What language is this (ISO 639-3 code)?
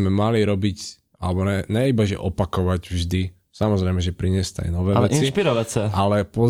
slk